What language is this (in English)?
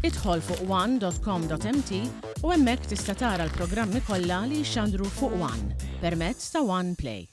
Maltese